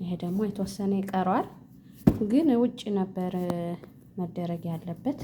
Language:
Amharic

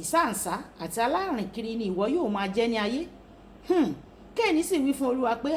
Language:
Yoruba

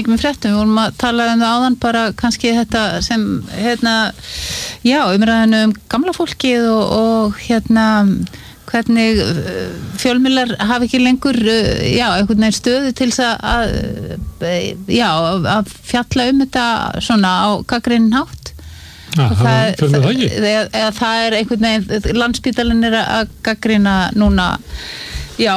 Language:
Icelandic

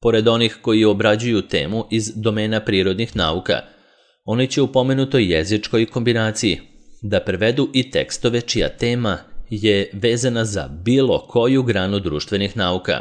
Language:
Serbian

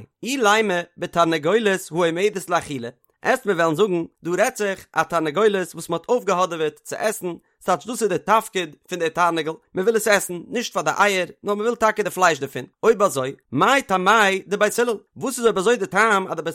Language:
Yiddish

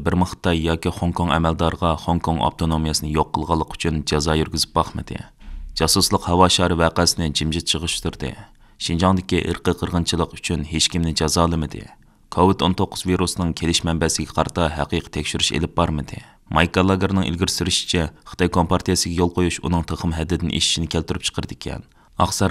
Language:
Uyghur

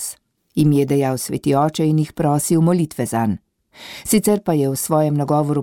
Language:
Slovenian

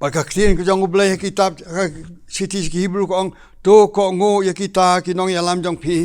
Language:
Khasi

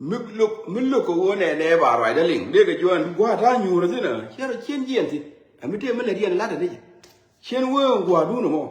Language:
Nuer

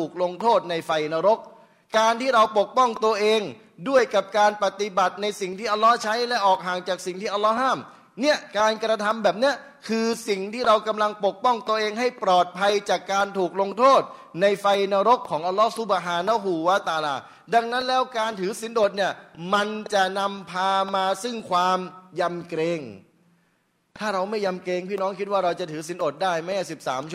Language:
Thai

